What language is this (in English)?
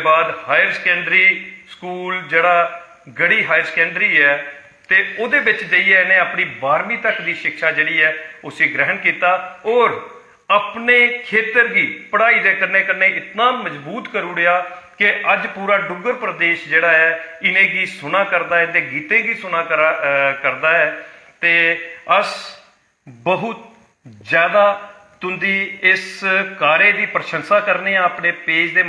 Dogri